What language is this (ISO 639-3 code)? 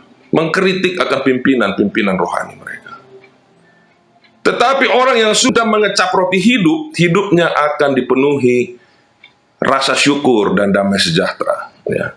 ind